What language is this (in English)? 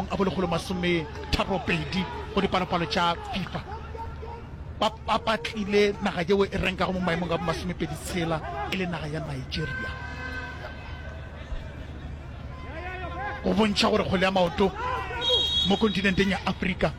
Northern Sotho